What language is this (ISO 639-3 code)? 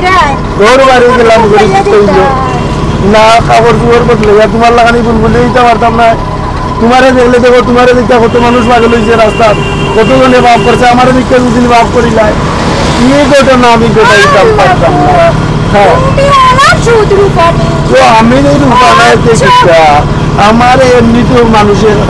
syl